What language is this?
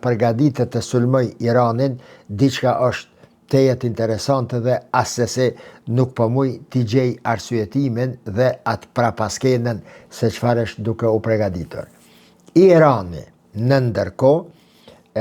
Albanian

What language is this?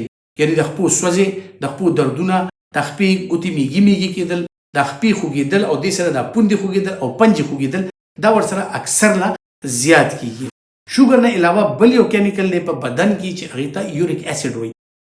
Pashto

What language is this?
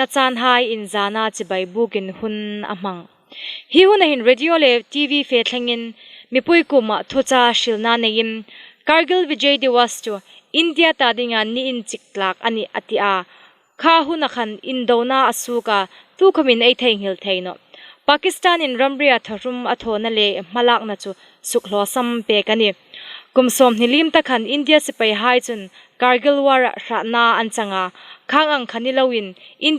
Hmar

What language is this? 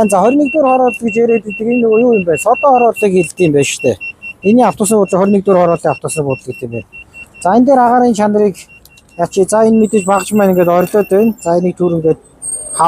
Mongolian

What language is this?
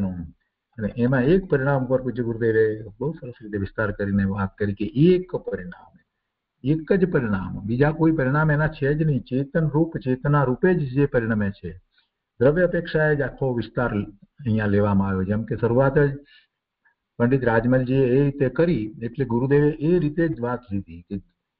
Gujarati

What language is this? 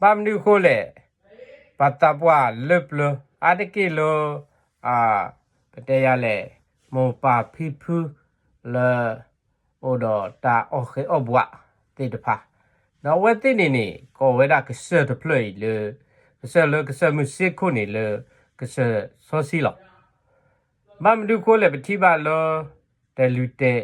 S'gaw Karen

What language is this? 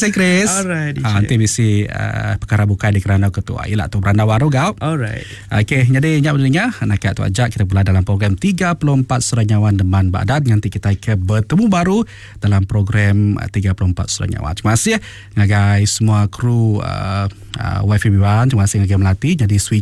Iban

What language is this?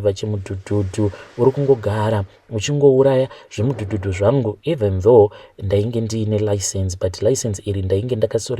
Shona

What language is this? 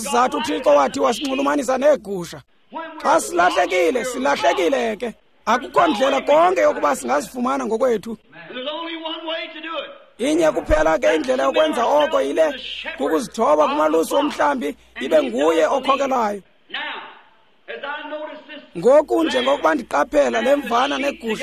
Xhosa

